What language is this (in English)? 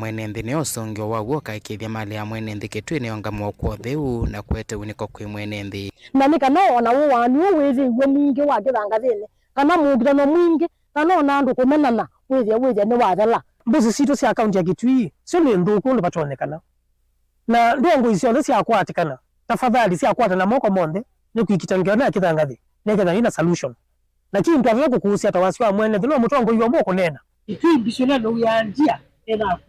Kamba